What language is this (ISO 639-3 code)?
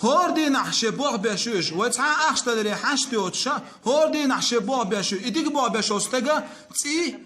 che